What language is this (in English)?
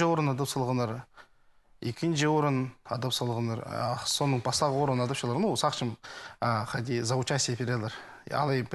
Khakas